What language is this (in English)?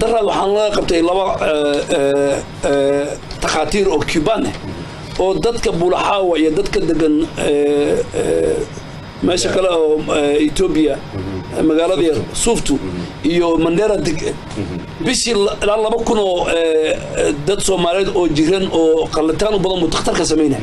Somali